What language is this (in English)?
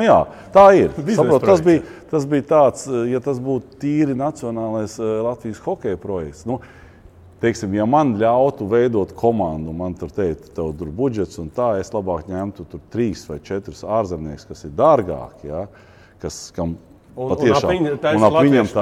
Latvian